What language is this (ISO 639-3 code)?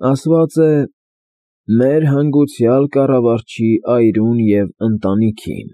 hye